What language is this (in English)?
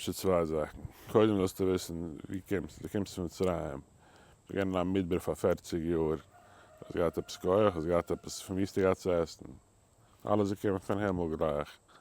Yiddish